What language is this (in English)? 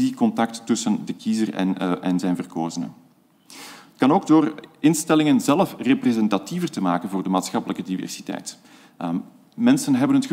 Dutch